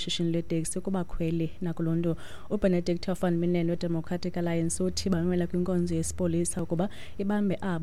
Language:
Xhosa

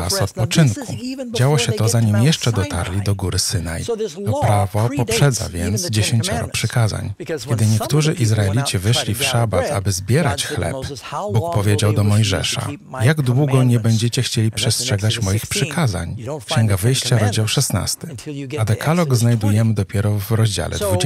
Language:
Polish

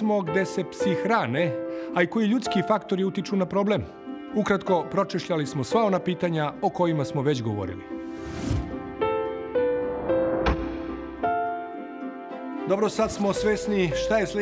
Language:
Serbian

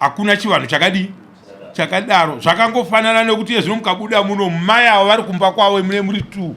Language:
Shona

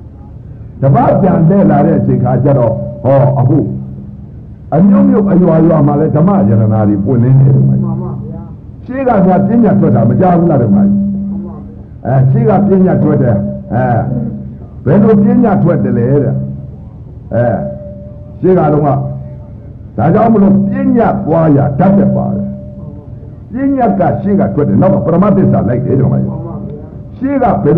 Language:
Burmese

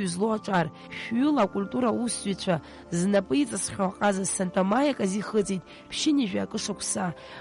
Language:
Abkhazian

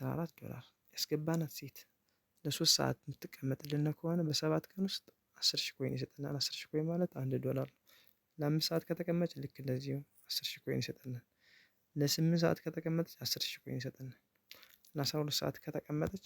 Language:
Amharic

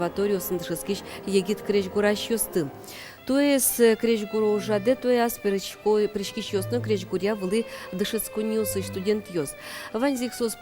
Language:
Udmurt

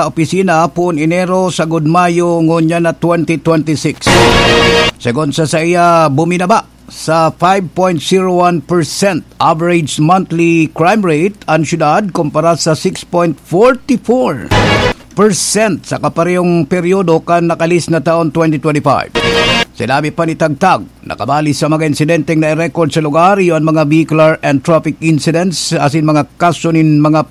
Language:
Bikol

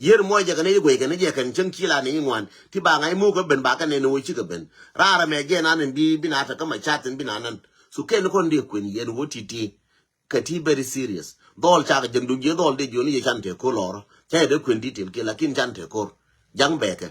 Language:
Nuer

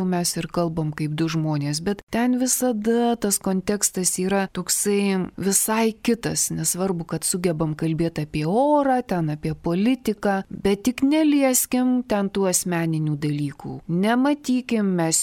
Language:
Lithuanian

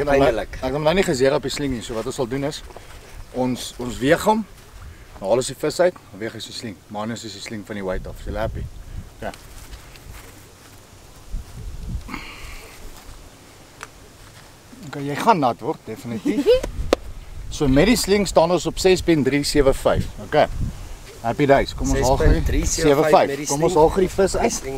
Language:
Afrikaans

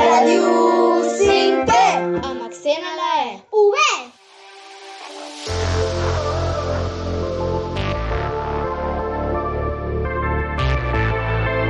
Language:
Catalan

